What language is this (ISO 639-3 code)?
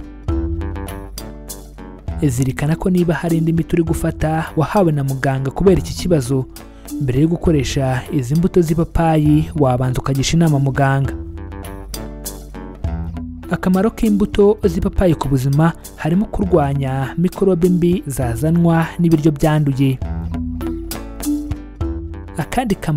kin